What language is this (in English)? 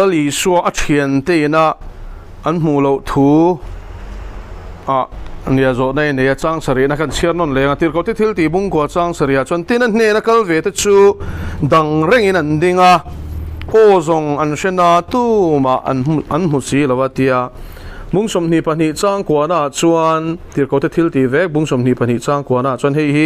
Mizo